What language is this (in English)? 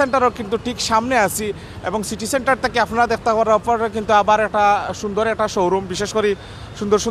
Sylheti